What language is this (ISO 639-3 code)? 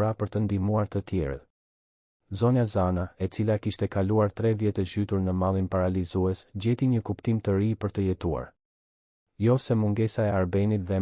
sqi